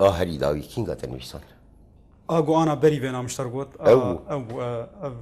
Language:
Kurdish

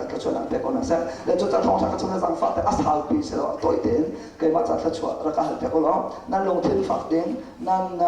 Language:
Hakha Chin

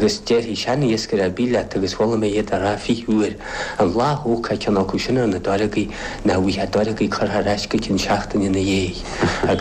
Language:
Irish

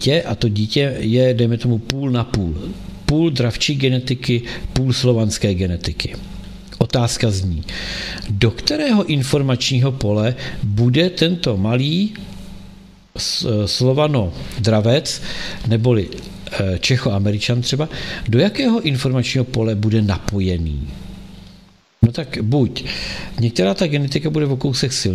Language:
Czech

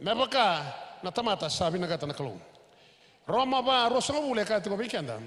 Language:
Fijian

